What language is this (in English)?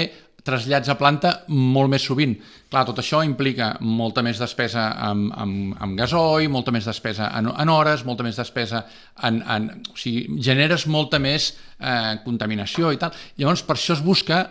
Catalan